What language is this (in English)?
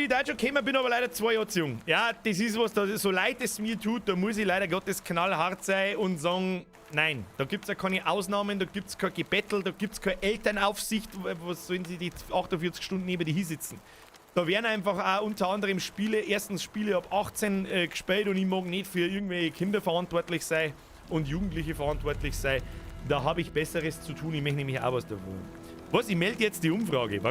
Bavarian